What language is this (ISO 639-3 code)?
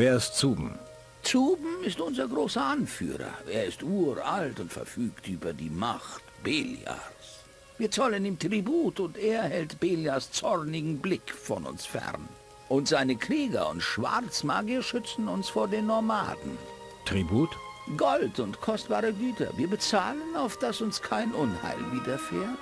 bar